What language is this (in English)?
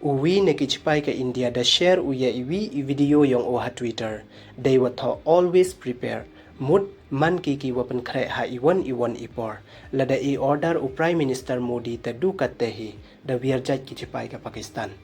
Pnar